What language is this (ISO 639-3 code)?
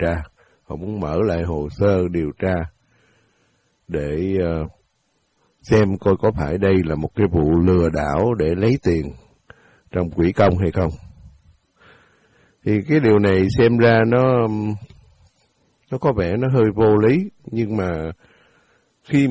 vie